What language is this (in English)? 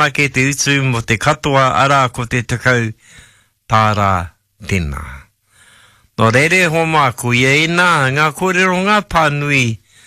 Māori